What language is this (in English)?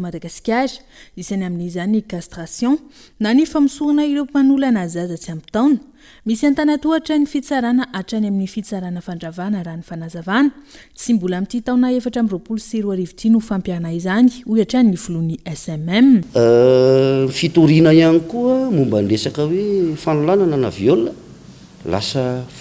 Malagasy